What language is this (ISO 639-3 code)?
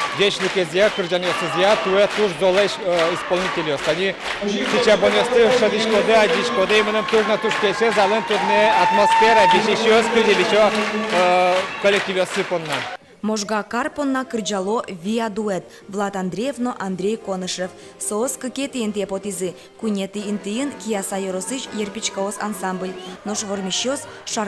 udm